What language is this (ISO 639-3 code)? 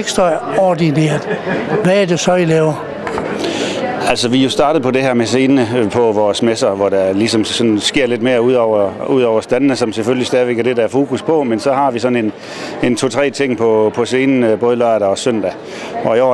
dan